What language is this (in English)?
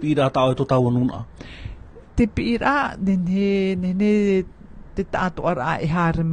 Tahitian